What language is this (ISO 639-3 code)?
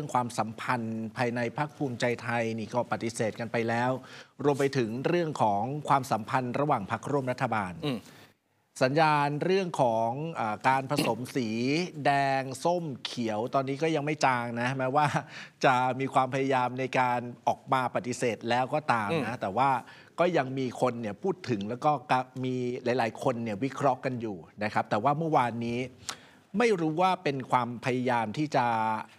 tha